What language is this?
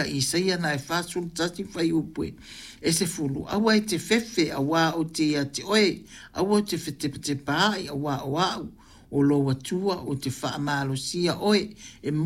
Samoan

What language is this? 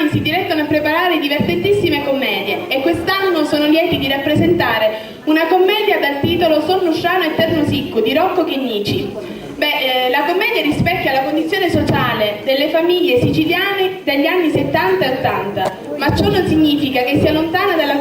Sicilian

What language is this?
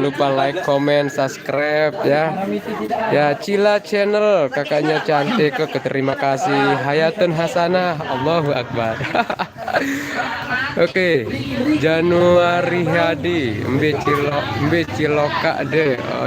Sasak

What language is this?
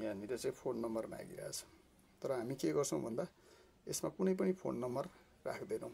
Nepali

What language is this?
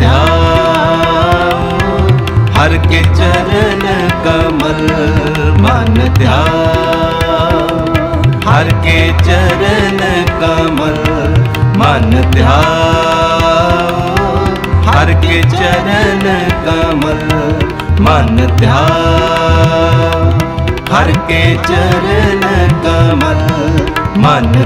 Hindi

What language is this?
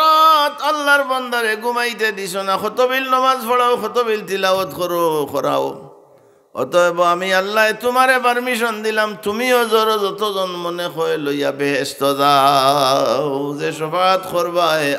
Sylheti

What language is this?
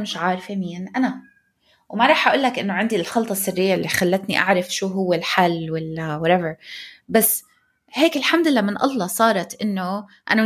North Levantine Arabic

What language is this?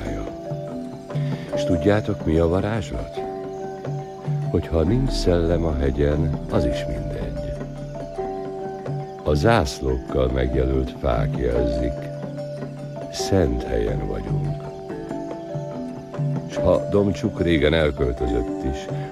Hungarian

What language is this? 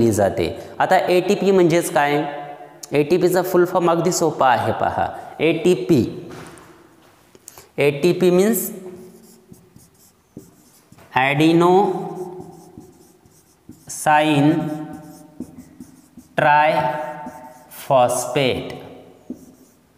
Marathi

